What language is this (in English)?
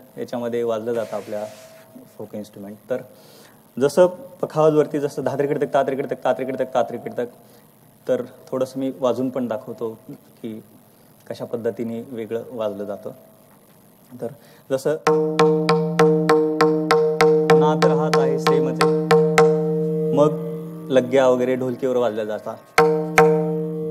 Marathi